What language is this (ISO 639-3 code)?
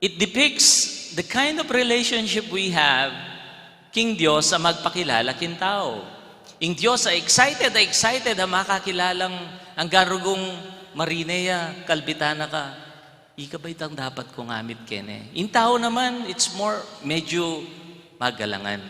pam